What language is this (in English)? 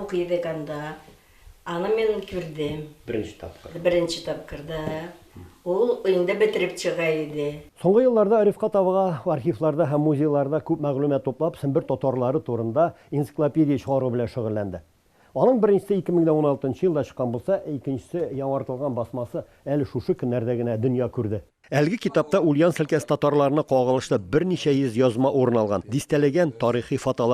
Tatar